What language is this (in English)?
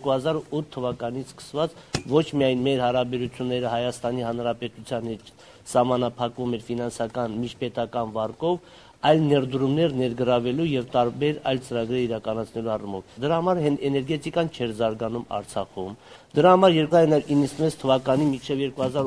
Armenian